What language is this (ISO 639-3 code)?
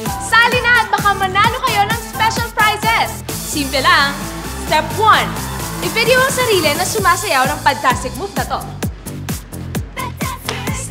fil